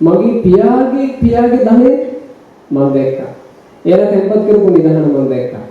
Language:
Sinhala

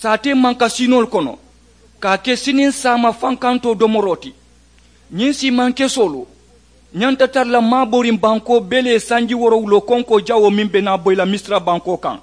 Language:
Mandingo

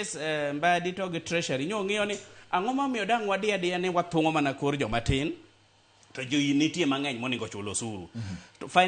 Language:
Luo (Kenya and Tanzania)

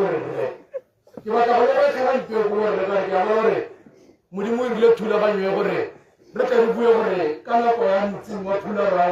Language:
Tswana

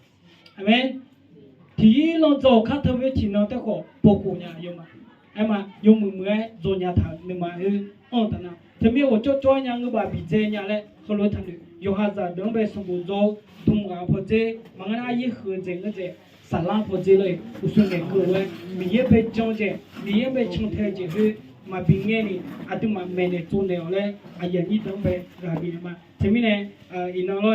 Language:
Akha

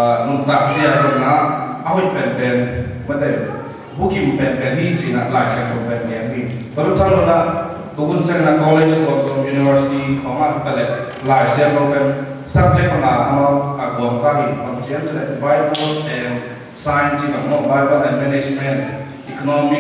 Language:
Tedim Chin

